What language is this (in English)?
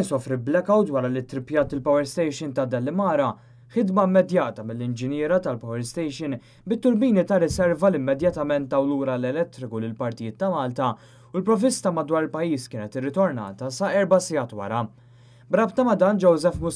Maltese